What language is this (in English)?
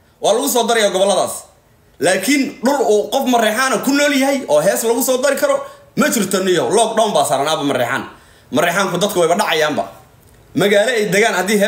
Somali